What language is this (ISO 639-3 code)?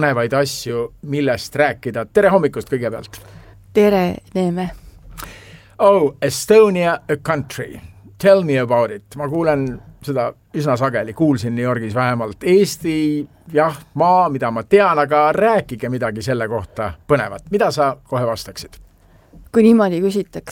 est